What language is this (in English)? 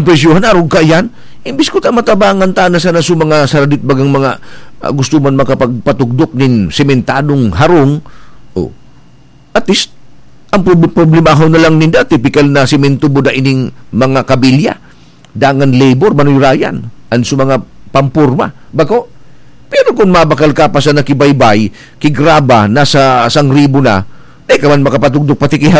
Bikol